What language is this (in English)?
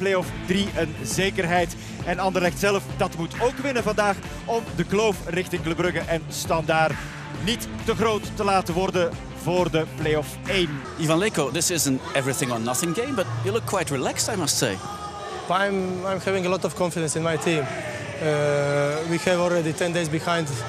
Dutch